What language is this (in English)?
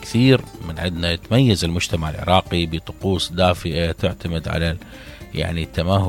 Mesopotamian Arabic